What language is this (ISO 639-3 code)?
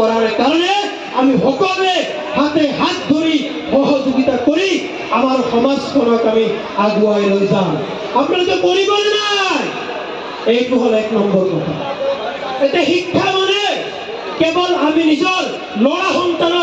asm